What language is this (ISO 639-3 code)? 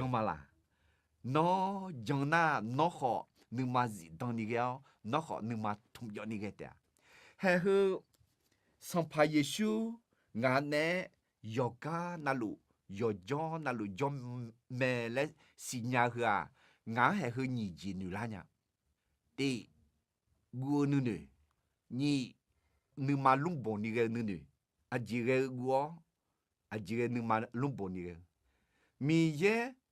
ahk